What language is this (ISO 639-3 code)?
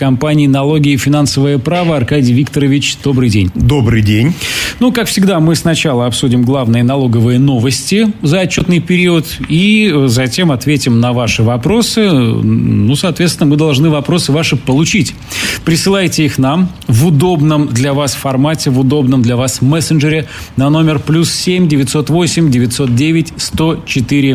rus